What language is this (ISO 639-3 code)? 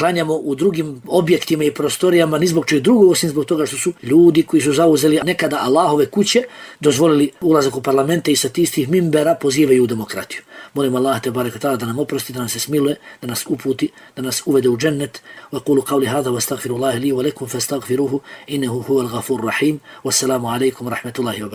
bos